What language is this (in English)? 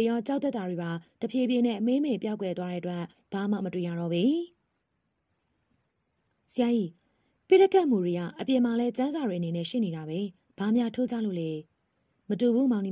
Burmese